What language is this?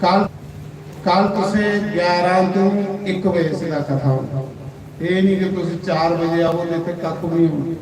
Dogri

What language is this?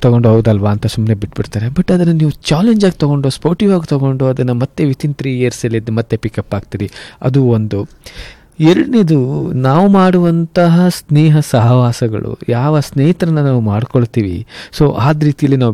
Kannada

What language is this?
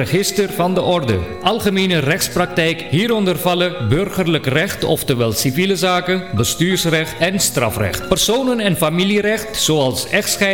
Dutch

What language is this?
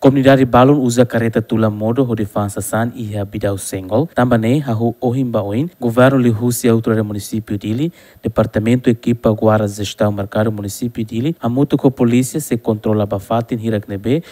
Tetum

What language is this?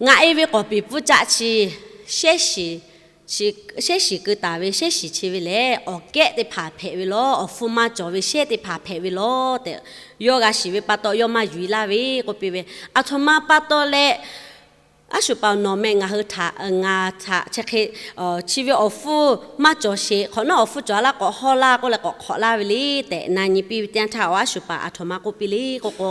Lahu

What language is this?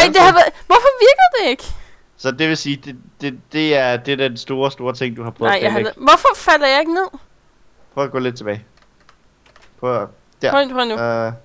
Danish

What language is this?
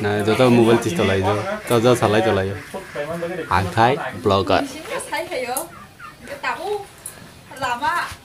Kok Borok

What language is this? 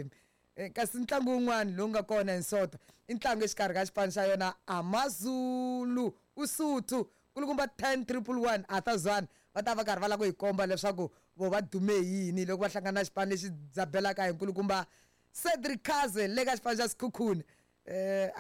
Tsonga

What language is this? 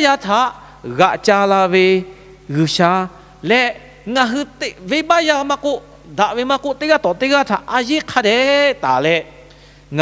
Lahu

